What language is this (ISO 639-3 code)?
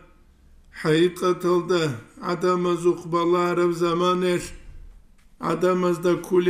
ava